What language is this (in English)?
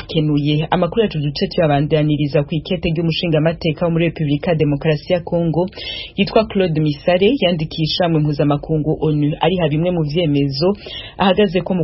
Rundi